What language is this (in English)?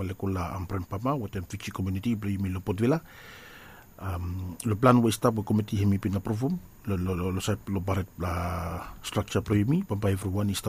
Bislama